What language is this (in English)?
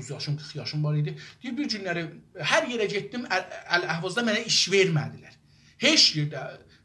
South Azerbaijani